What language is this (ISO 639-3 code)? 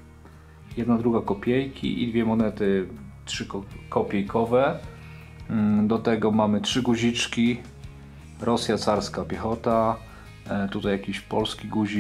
pol